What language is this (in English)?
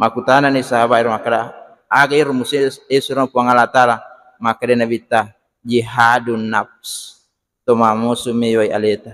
Buginese